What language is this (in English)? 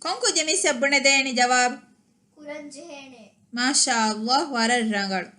Divehi